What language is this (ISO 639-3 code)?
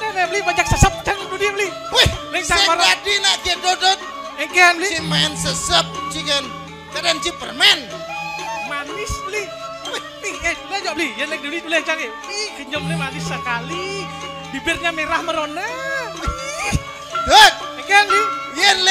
ban